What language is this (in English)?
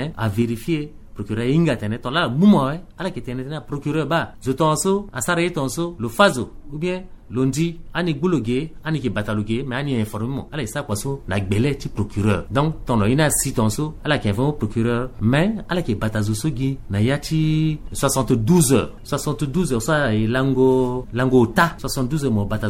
Sango